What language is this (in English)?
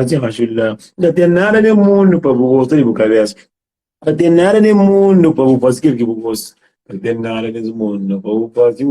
Kabuverdianu